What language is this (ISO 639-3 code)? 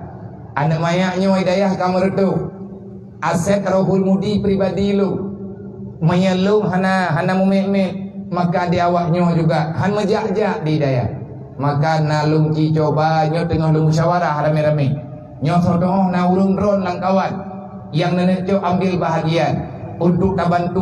ace